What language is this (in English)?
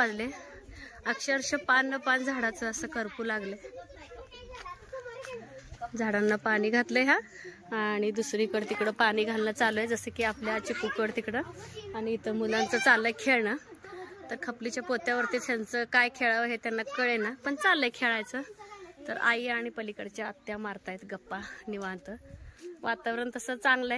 Marathi